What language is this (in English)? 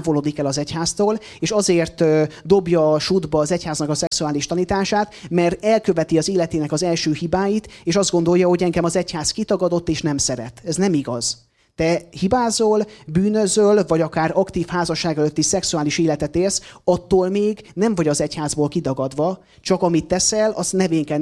Hungarian